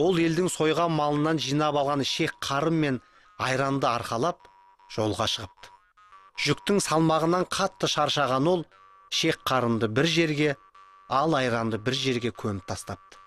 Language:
Kazakh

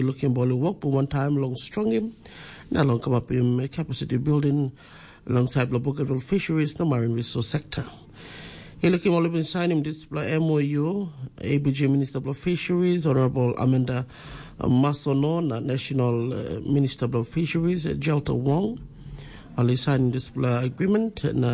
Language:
Tok Pisin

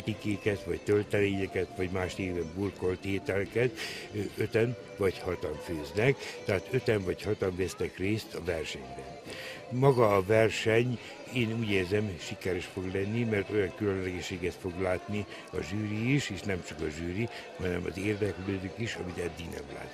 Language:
Hungarian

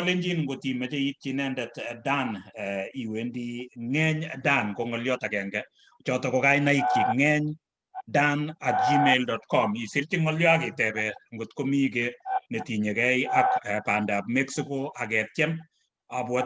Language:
Kalenjin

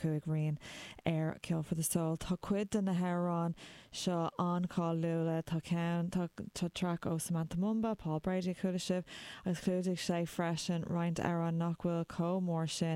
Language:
Irish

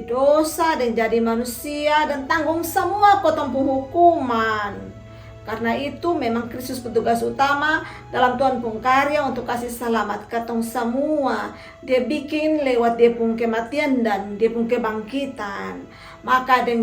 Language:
Kupang Malay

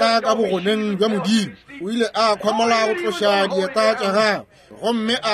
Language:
Northern Sotho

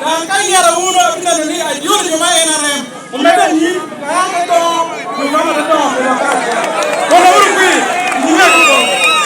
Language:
Lango (Uganda)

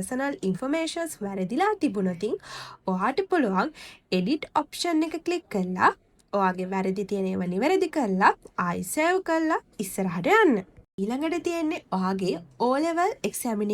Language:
Sinhala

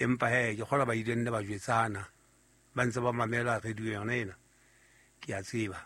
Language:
Southern Sotho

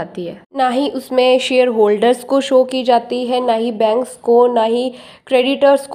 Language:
Hindi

